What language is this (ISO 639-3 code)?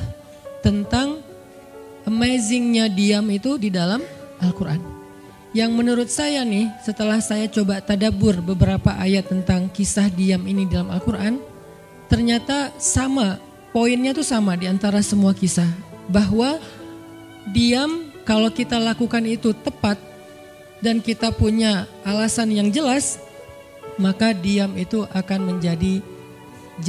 ind